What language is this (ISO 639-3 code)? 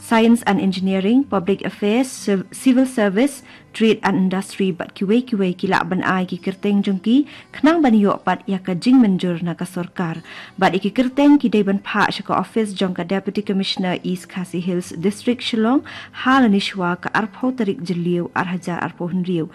kha